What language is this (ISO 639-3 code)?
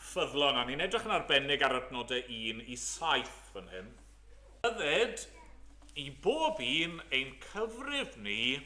cym